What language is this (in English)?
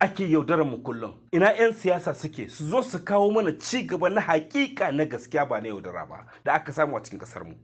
Hausa